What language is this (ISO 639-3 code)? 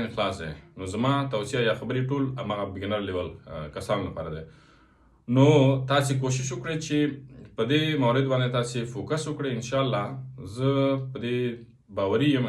pus